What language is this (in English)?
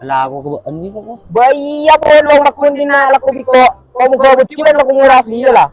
Madurese